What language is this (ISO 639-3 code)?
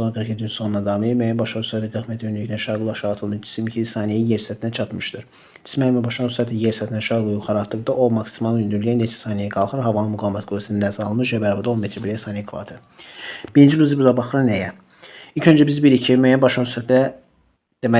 aze